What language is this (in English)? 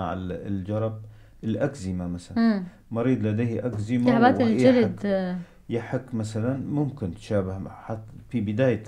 North Levantine Arabic